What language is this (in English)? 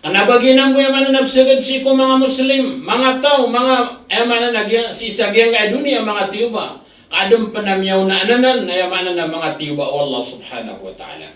Maranao